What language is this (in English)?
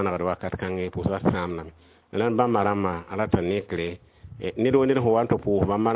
Mossi